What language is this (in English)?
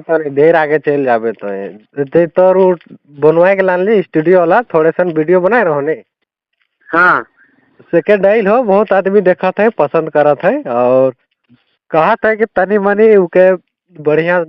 Sadri